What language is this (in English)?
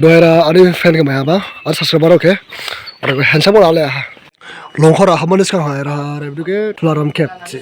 Dimasa